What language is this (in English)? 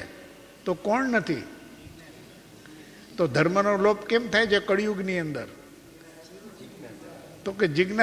Gujarati